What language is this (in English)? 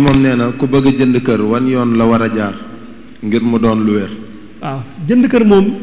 Wolof